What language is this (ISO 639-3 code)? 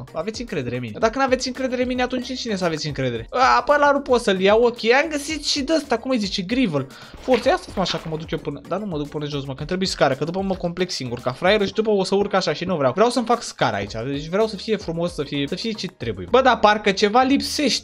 ron